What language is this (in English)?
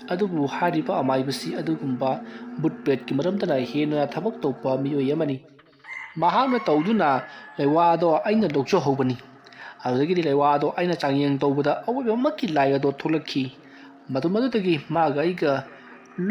Manipuri